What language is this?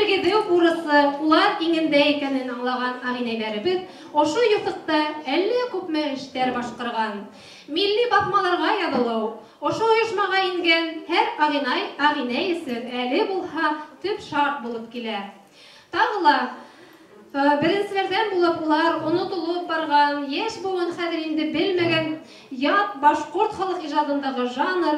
Bashkir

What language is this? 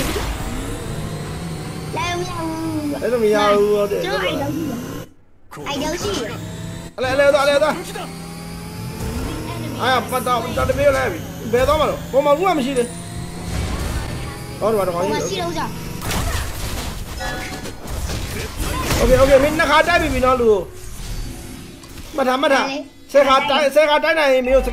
Burmese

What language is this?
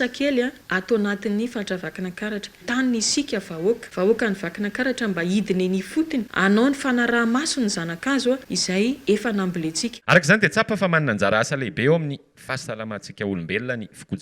Malagasy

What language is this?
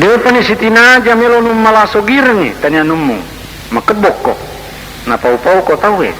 Buginese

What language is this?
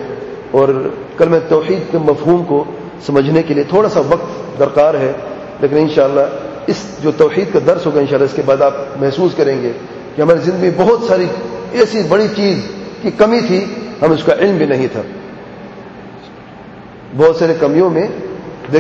Urdu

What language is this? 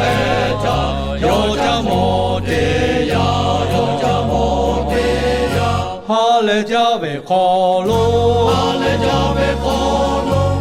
Lahu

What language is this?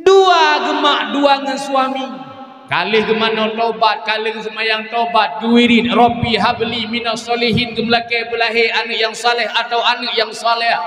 Achinese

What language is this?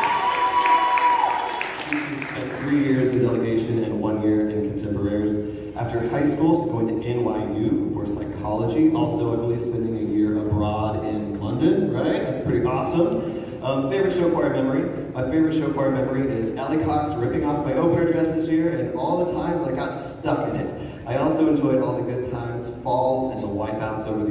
English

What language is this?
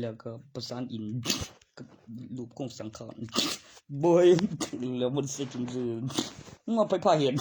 Northeastern Thai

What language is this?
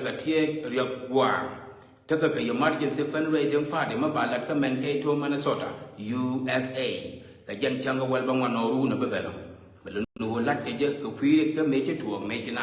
Nuer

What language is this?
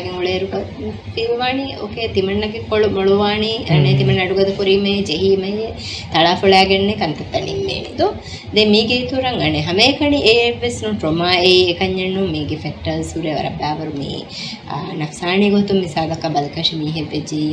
Divehi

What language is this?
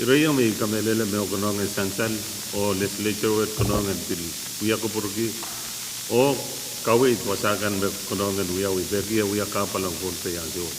Pohnpeian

